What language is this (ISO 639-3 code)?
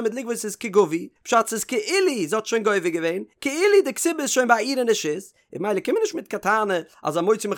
yid